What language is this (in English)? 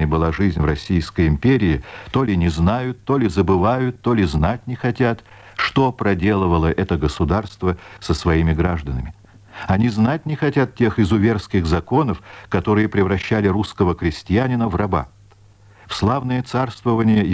Russian